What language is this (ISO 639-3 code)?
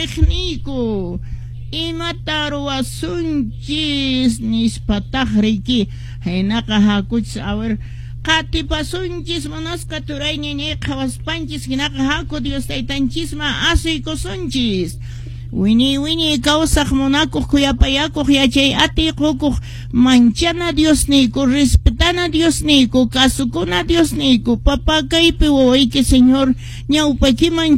que